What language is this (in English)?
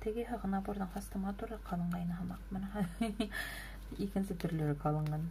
Bashkir